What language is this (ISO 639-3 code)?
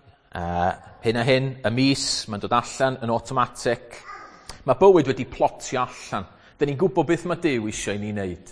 cym